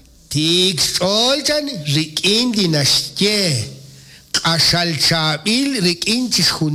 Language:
Kekchí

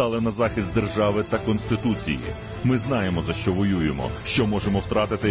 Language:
Ukrainian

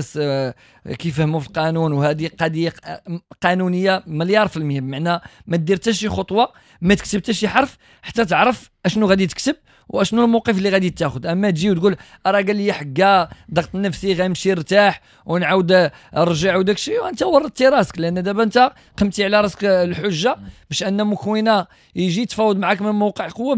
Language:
Moroccan Arabic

